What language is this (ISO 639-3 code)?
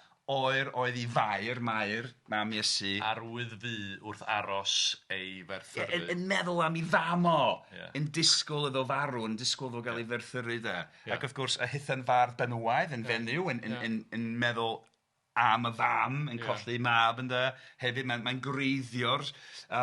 cym